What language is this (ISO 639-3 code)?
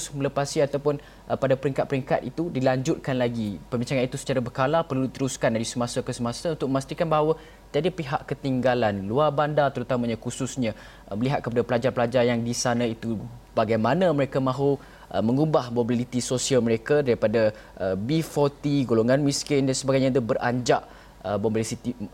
msa